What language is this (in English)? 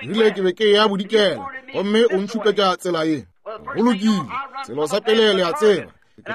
Northern Sotho